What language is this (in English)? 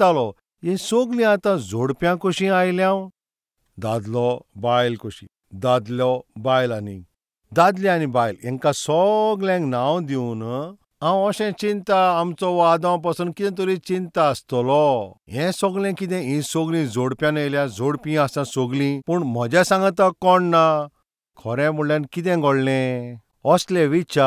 Konkani